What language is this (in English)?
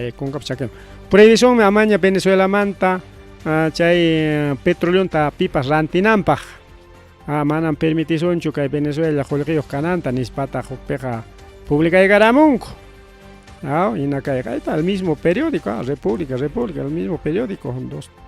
Ayacucho Quechua